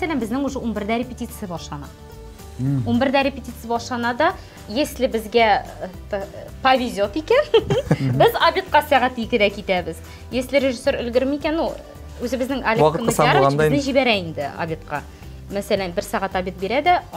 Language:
Kazakh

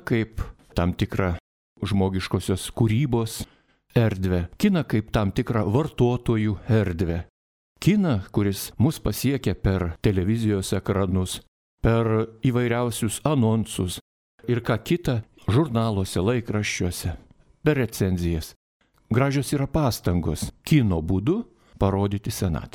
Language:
Lithuanian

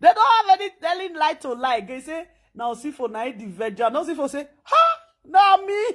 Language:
Nigerian Pidgin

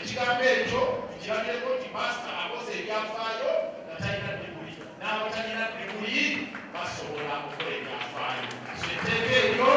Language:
Ganda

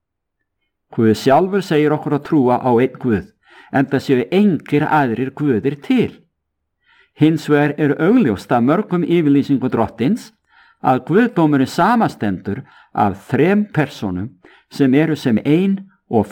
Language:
Icelandic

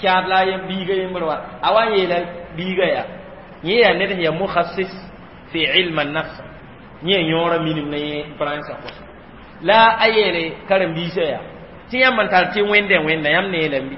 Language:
Mossi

